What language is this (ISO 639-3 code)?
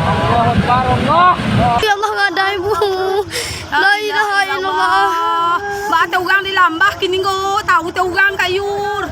min